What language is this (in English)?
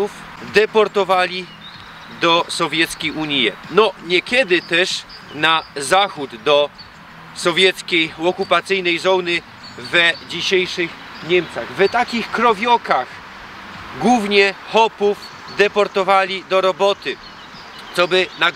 Silesian